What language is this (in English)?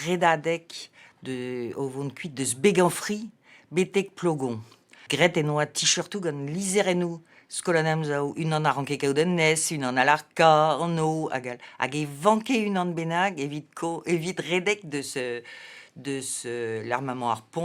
Breton